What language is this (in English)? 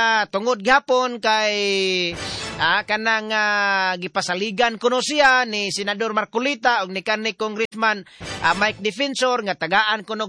Cebuano